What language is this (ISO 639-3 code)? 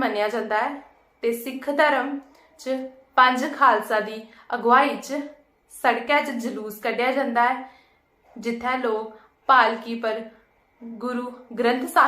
doi